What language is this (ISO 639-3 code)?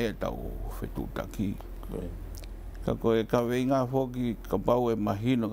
ton